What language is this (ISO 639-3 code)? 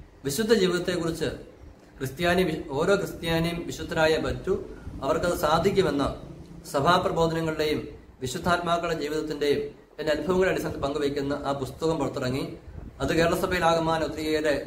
mal